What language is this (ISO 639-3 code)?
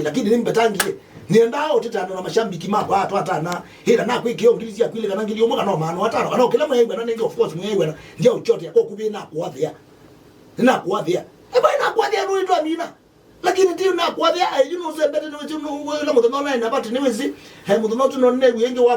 kam